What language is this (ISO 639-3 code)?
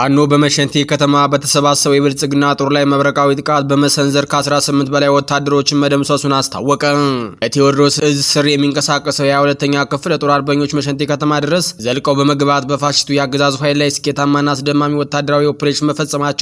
amh